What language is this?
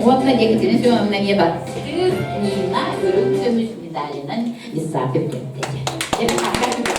Yakut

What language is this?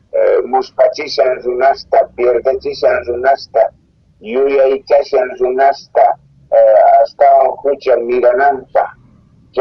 South Bolivian Quechua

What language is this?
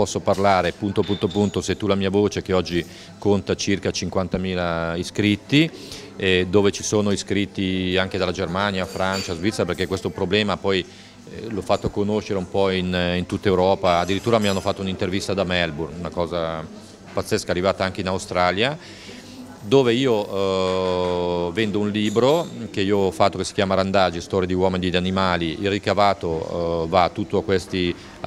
Italian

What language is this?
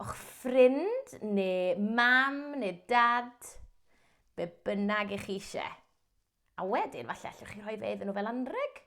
Welsh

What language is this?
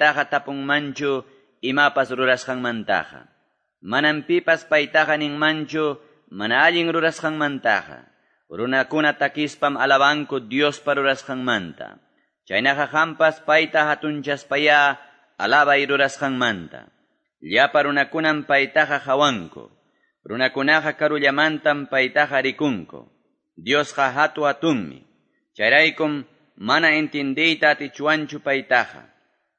Quechua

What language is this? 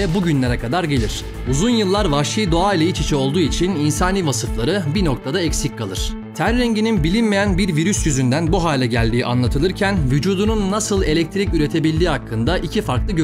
Turkish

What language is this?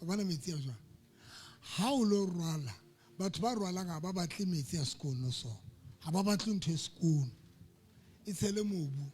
Southern Sotho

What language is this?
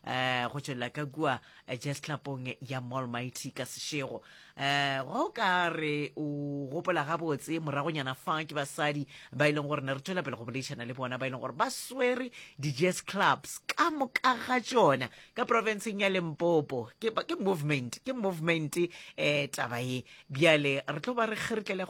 Northern Sotho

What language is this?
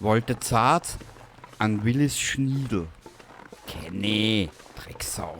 Bavarian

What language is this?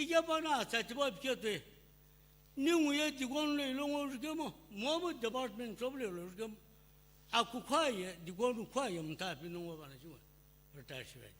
Sumi Naga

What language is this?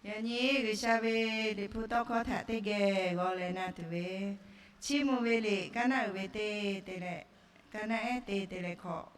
Lahu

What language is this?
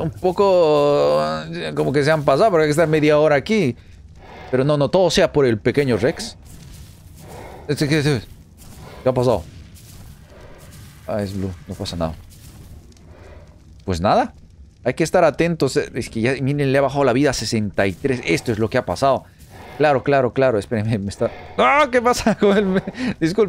Spanish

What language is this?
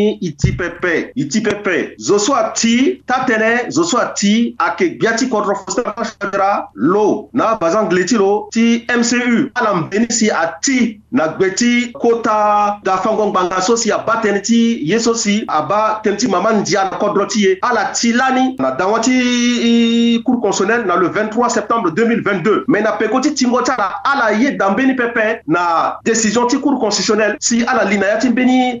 Sango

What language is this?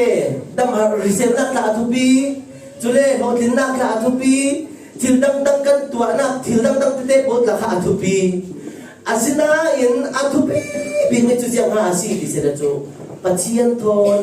Falam Chin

